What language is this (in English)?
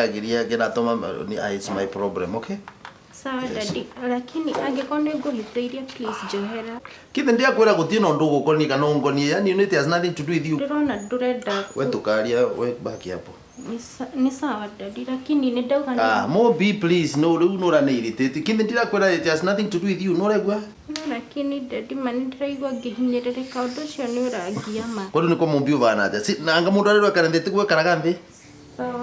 Kikuyu